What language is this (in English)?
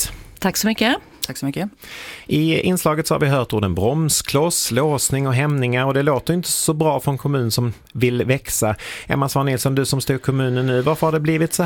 Swedish